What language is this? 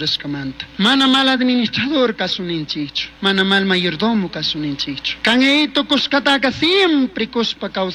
Chimborazo Highland Quichua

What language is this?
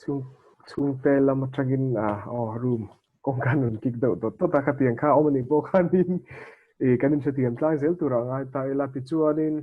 Mizo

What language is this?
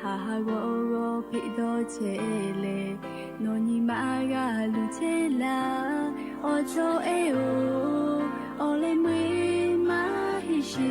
Lahu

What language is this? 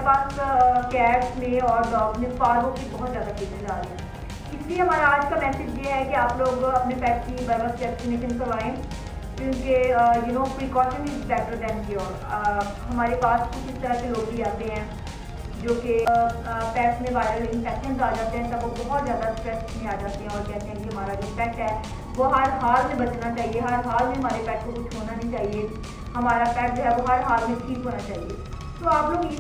Hindi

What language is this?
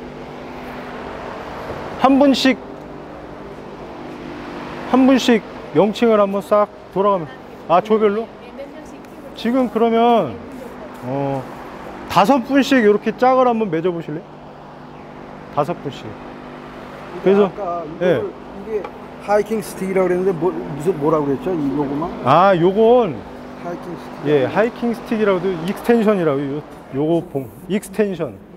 Korean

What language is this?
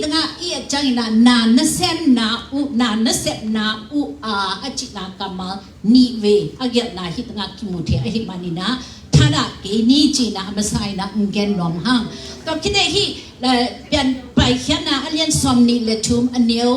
Tedim Chin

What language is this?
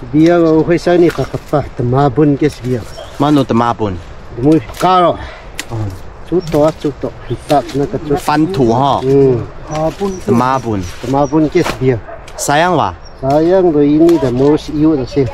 Taroko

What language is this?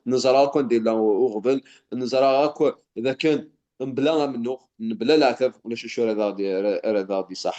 Kabyle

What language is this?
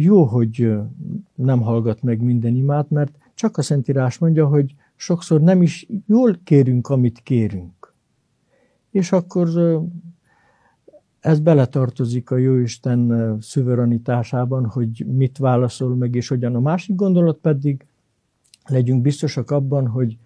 Hungarian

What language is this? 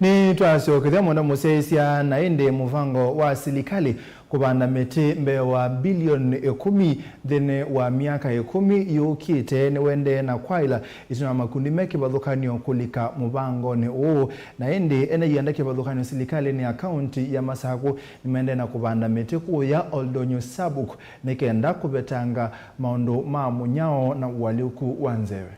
Kamba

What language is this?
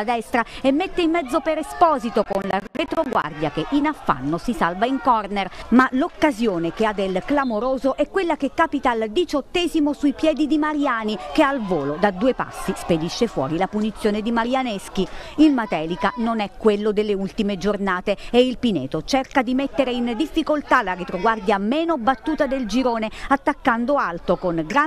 Italian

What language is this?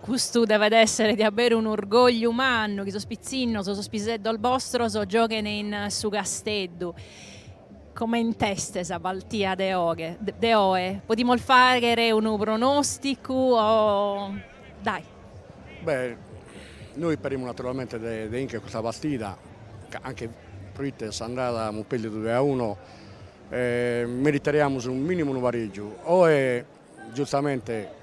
Sardinian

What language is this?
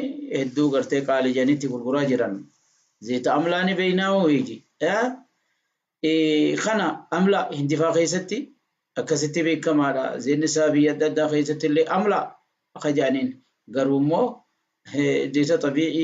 Oromo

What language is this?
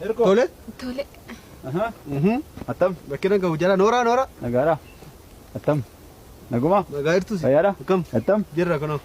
Oromo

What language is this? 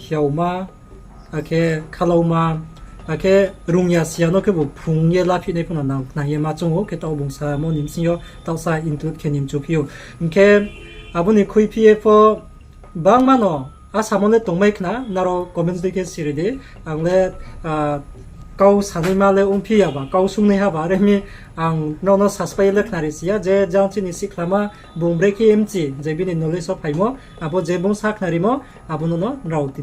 Riang (India)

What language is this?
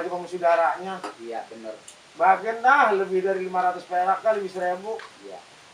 Betawi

